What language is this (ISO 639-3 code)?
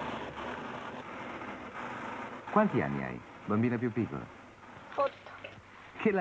ita